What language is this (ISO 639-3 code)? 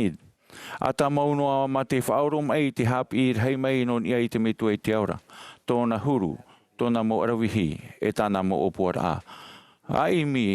tah